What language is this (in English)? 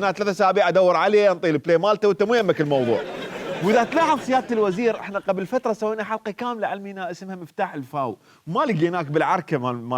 Mesopotamian Arabic